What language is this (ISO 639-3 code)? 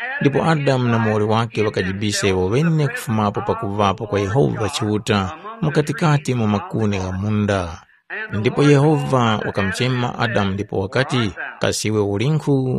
tum